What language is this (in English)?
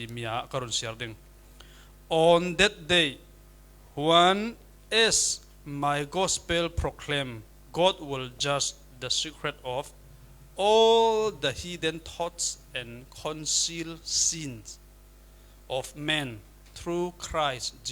Falam Chin